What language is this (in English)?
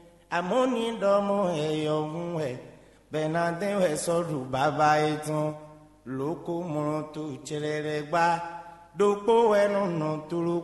Fon